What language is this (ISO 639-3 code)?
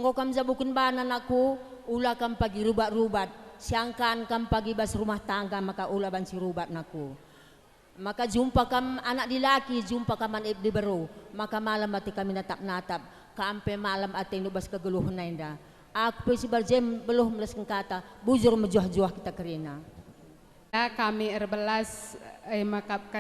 btx